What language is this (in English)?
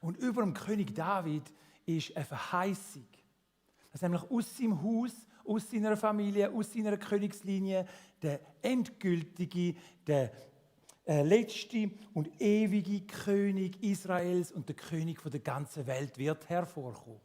Swiss German